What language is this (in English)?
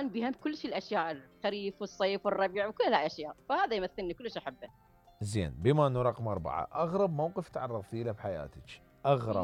Mesopotamian Arabic